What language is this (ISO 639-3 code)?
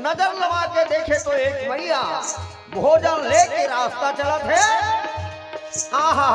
hne